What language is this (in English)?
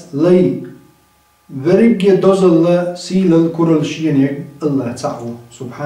Chechen